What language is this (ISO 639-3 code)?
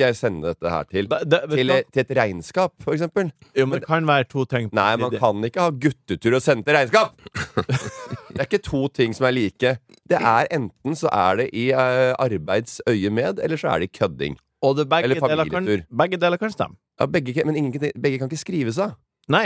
nor